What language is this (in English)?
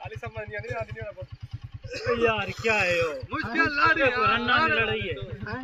Saraiki